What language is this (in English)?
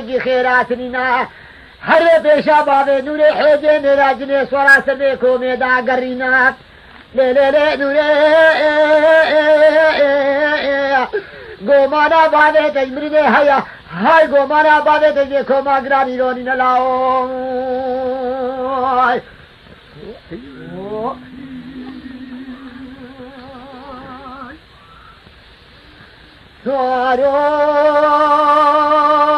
Kurdish